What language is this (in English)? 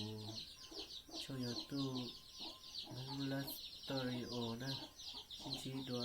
Hmong